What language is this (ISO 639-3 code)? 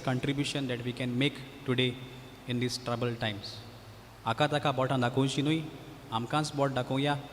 kok